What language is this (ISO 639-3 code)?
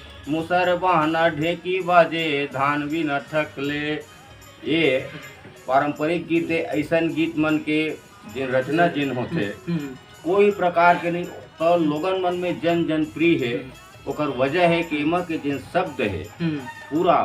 hne